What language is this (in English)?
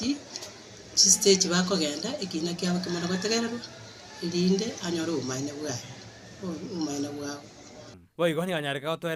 Gusii